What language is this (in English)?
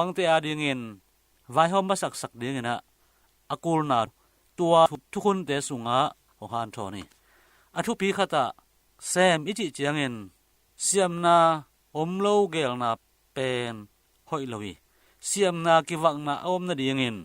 Tedim Chin